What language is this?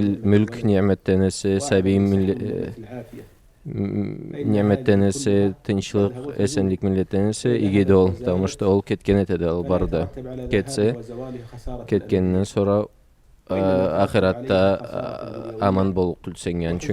Karachay-Balkar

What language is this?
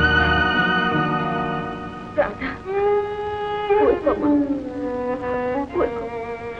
Telugu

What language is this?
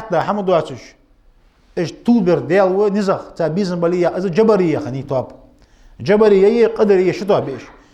Ingush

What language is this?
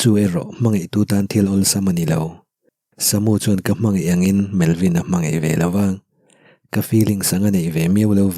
Mizo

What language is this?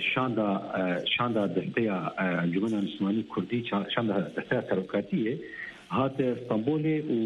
Kurdish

